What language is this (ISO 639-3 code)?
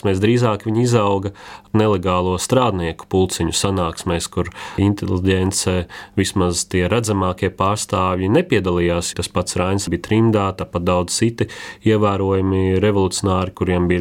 lav